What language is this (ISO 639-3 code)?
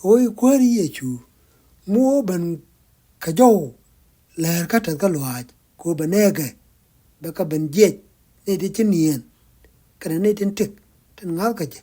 nus